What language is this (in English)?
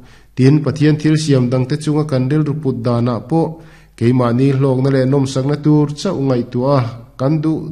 Mizo